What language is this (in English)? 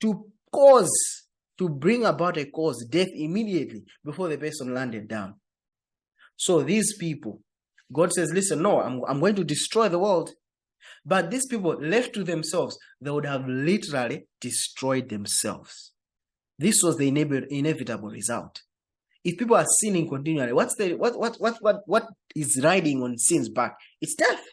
English